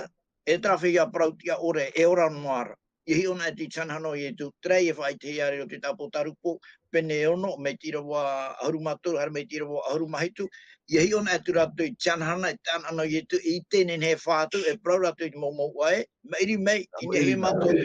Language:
Tahitian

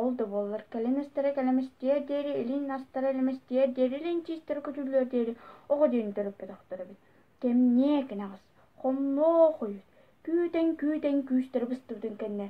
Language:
Yakut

